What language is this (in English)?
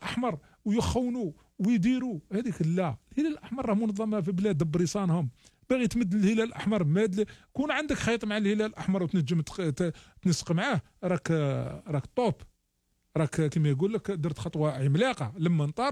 Algerian Arabic